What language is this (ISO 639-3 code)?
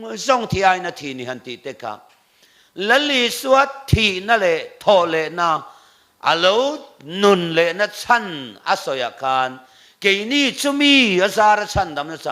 lus